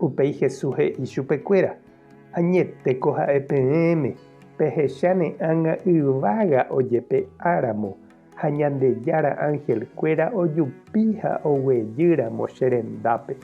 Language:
Guarani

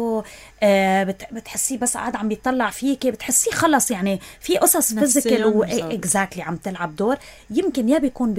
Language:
North Levantine Arabic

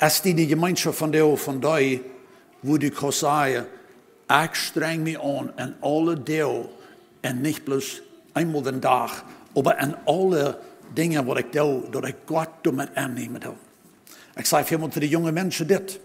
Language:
Plautdietsch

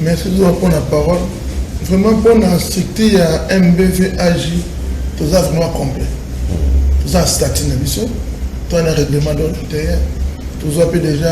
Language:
Lingala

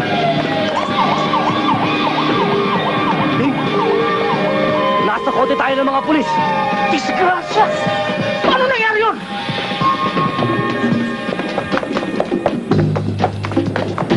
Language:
Filipino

